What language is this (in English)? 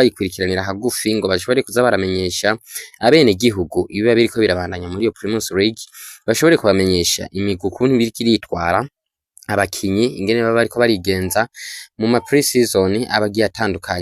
Rundi